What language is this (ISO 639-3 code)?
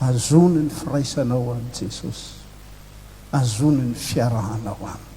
mlg